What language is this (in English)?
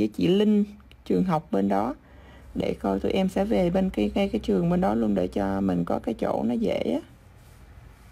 Vietnamese